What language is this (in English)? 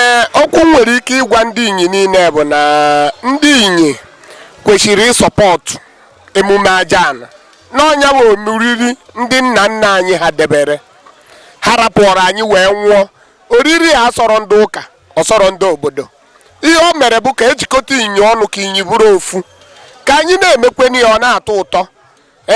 Igbo